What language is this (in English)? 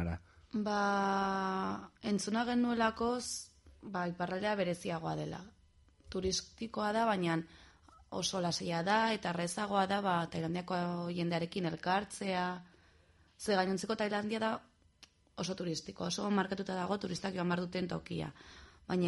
Basque